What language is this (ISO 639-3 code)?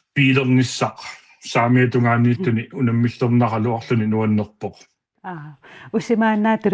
kal